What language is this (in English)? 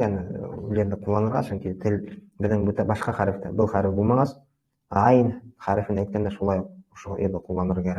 Bashkir